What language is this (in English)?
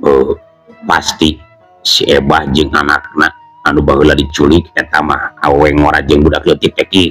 Sundanese